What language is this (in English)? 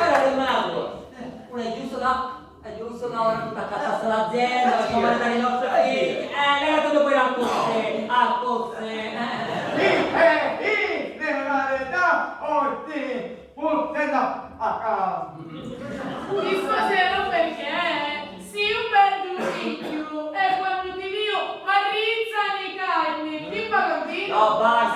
Sicilian